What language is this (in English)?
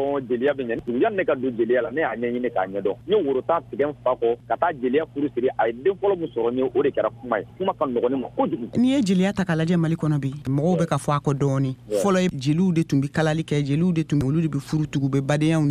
Bambara